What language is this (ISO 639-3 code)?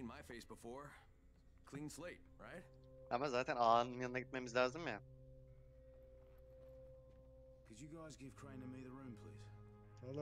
tur